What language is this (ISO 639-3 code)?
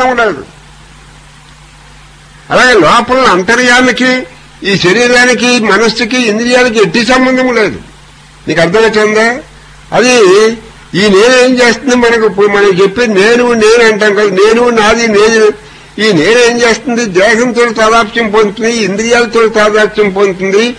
tel